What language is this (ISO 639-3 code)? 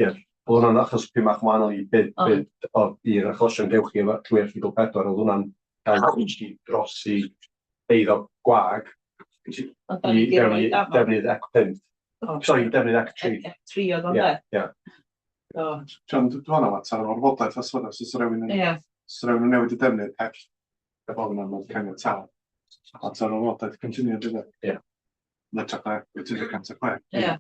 cym